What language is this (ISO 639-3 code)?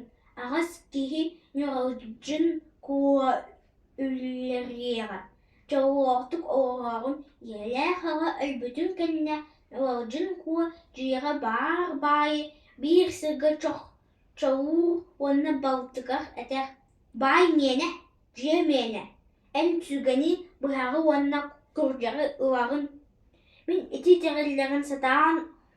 sah